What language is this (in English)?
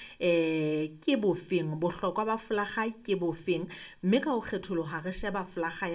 Southern Sotho